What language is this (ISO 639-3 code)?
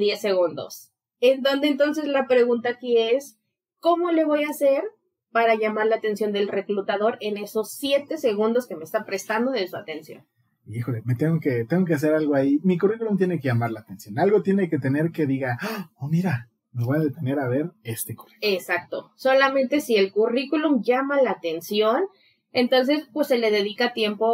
spa